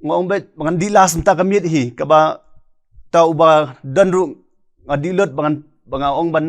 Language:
Khasi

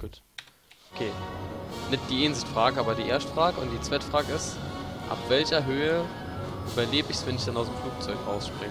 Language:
Palatine German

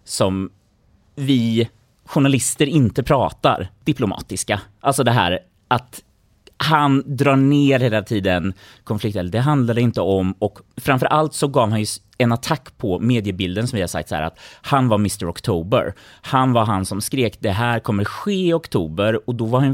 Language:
Swedish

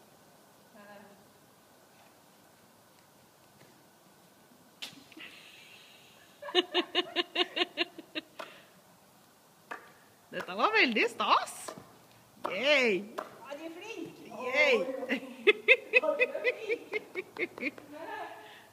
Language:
Norwegian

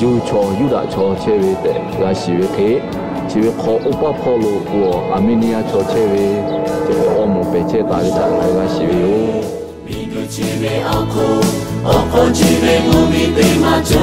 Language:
Lahu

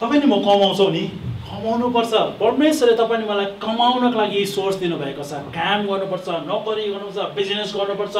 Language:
Nepali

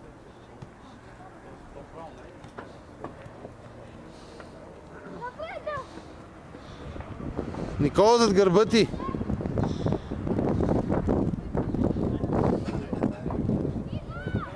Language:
Bulgarian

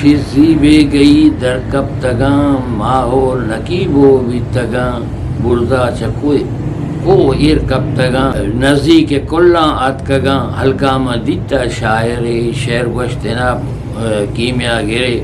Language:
Eastern Balochi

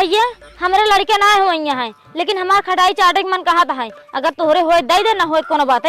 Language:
Awadhi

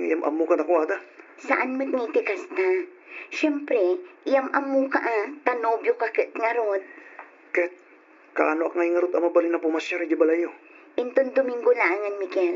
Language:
Iloko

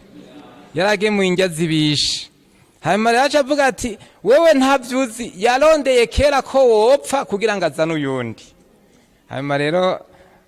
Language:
Rundi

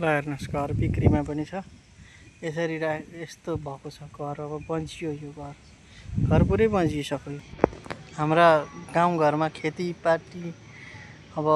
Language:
Nepali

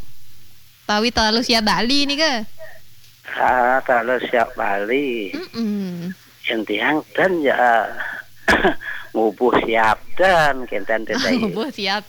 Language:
Balinese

